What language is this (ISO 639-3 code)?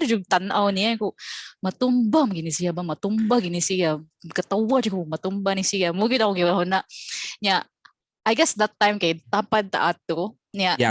ceb